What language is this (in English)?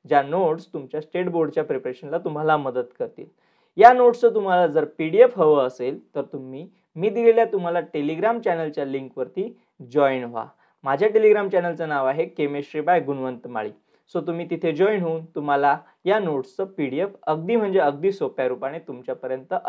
Marathi